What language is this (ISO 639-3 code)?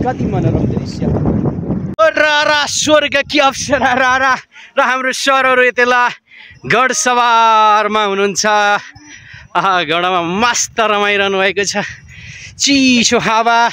nep